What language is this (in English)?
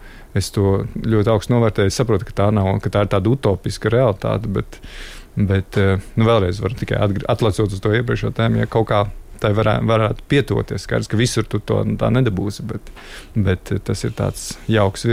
Latvian